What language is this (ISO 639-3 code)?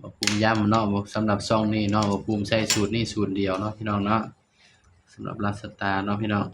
tts